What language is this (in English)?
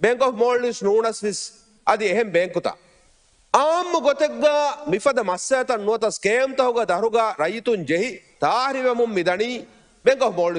Divehi